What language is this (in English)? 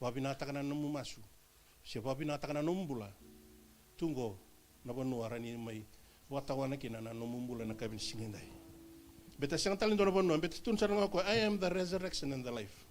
Fijian